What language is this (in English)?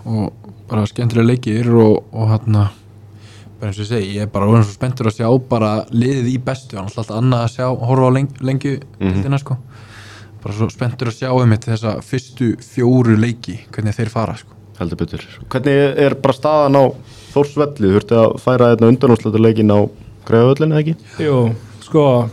Icelandic